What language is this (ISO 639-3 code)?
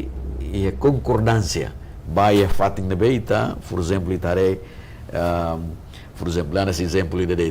tet